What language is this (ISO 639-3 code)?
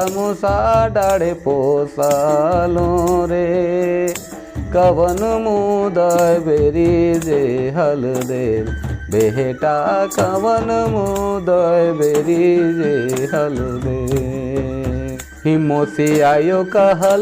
sck